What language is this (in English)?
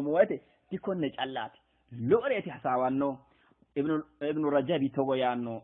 Sidamo